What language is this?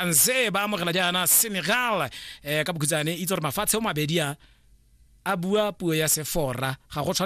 Tswana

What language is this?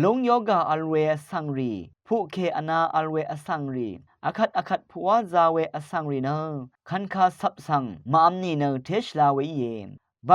Rawang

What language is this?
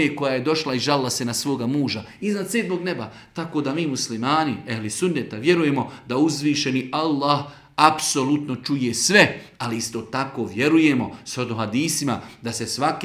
Bosnian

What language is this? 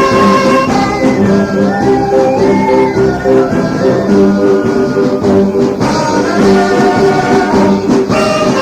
Manado Malay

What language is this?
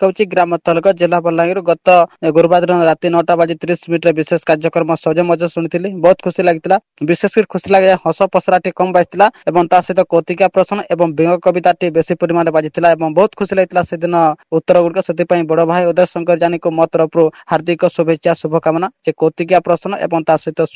Odia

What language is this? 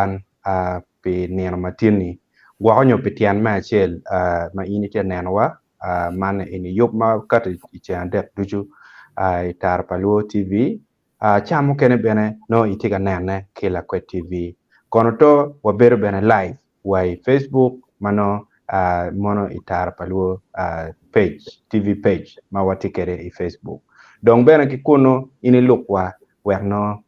Acoli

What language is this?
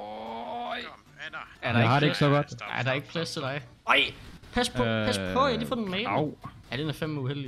Danish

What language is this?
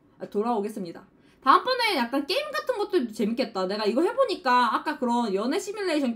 Korean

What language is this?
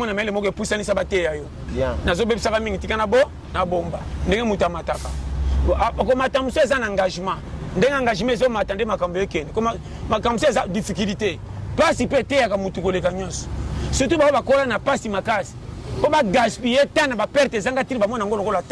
Lingala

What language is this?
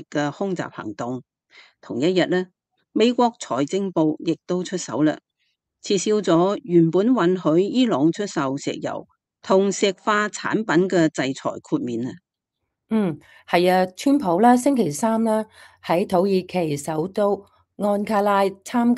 Cantonese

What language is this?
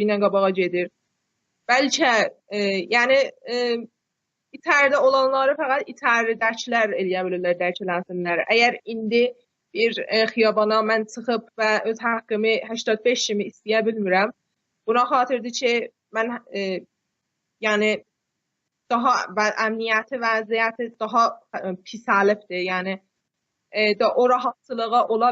South Azerbaijani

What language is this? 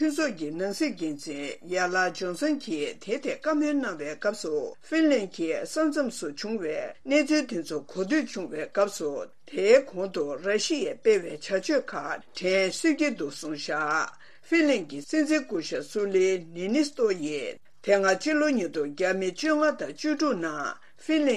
Tibetan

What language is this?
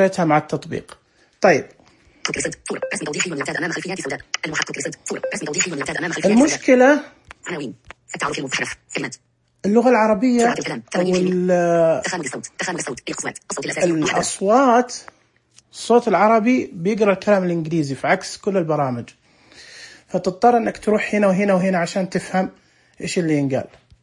Najdi Arabic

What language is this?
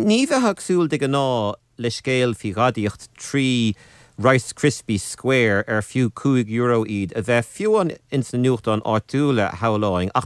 Irish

